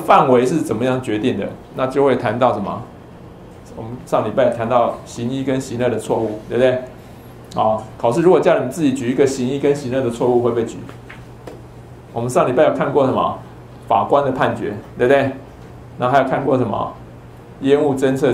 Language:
Chinese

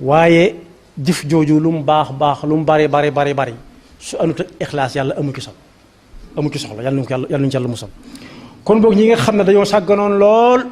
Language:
Wolof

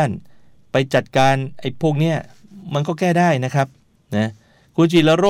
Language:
Thai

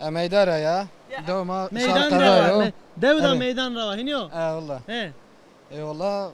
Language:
Zaza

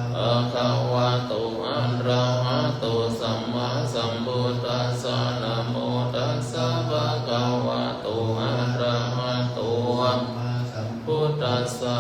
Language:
Pali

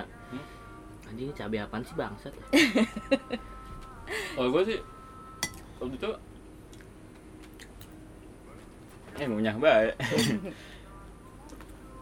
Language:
Indonesian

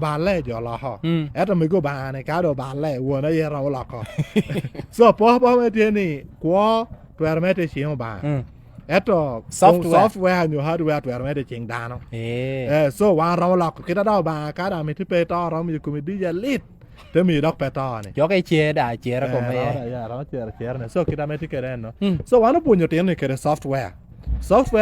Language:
Lango (Uganda)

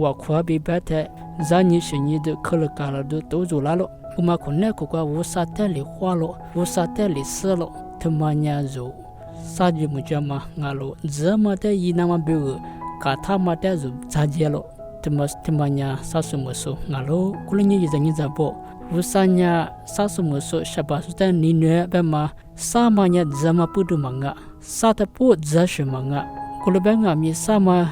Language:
Lisu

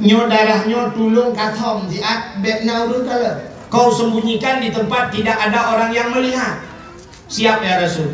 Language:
Achinese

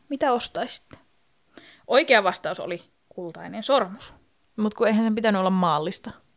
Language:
Finnish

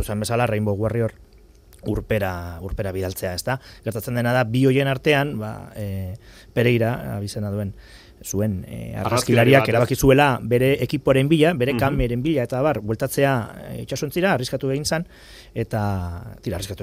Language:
Basque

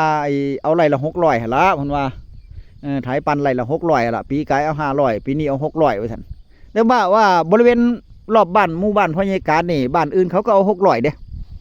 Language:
Northeastern Thai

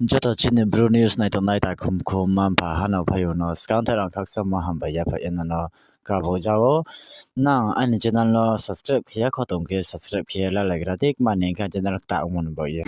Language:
Kok Borok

